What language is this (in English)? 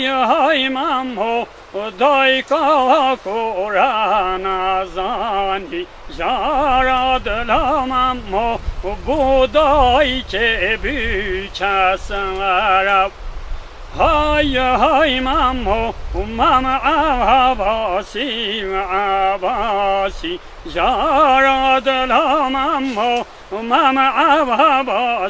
Kurdish